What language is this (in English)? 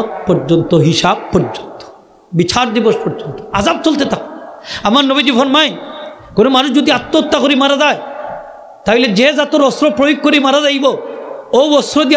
Sylheti